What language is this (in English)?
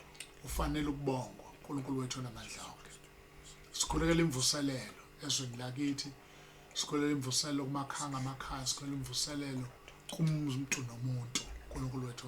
Zulu